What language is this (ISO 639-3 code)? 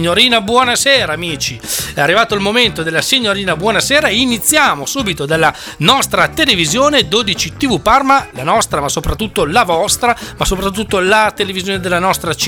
ita